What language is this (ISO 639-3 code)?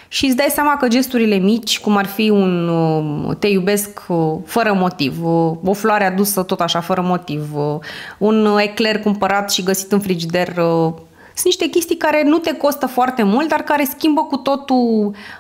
ron